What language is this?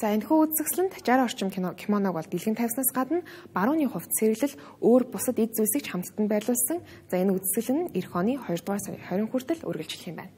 Mongolian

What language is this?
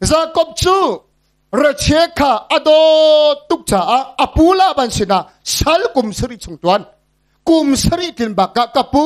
Hakha Chin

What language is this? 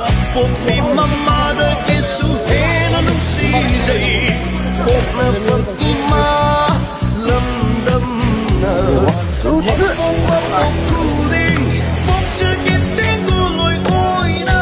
Manipuri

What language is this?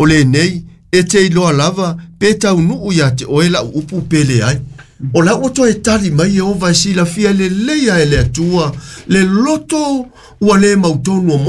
Samoan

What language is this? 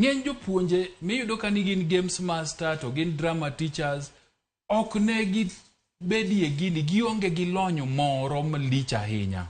Luo (Kenya and Tanzania)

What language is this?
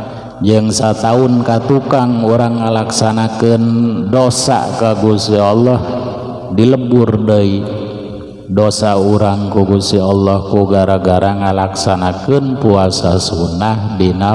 Sundanese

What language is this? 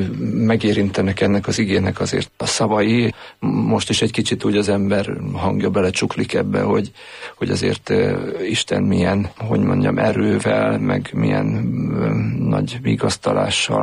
Hungarian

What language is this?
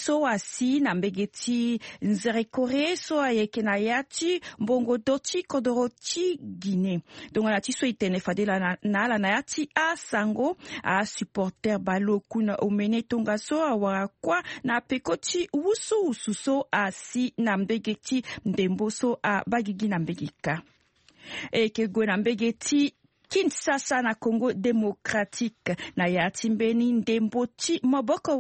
Sango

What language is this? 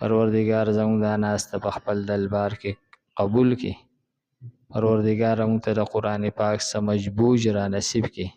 Pashto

